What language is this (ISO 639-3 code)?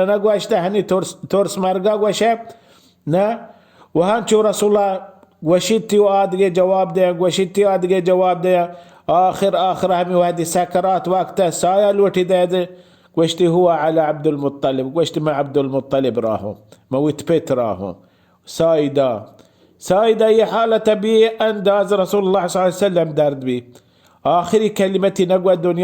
bal